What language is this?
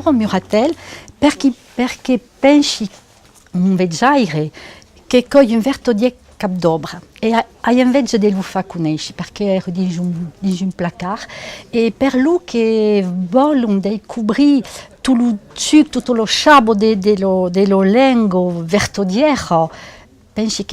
Occitan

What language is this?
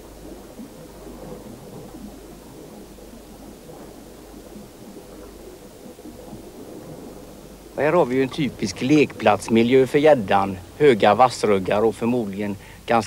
Swedish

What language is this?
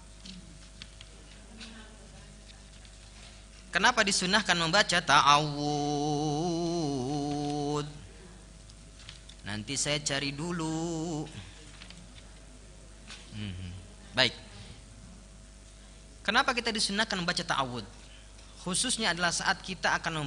Indonesian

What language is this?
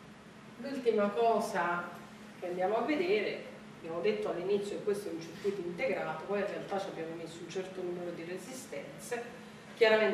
Italian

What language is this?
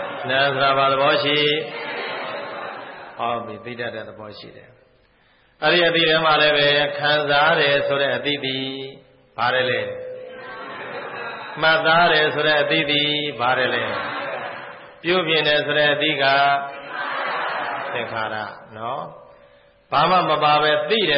Burmese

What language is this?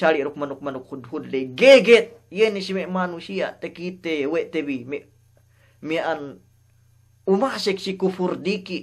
Yakan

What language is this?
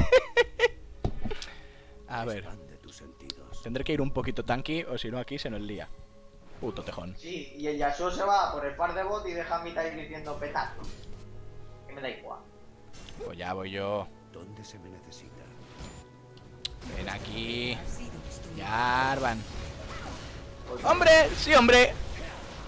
Spanish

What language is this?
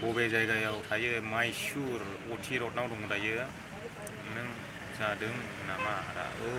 Bodo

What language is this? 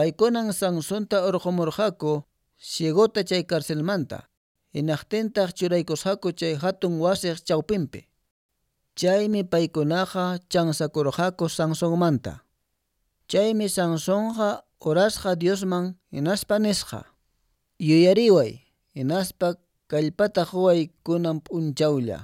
Quechua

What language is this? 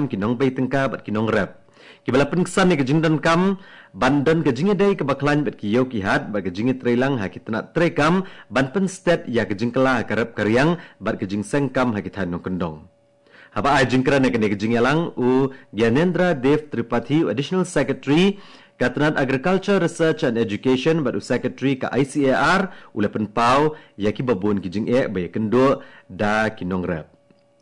Khasi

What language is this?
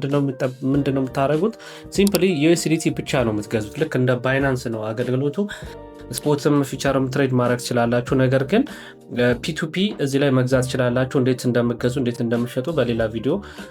Amharic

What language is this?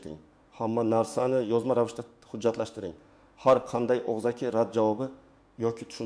Uzbek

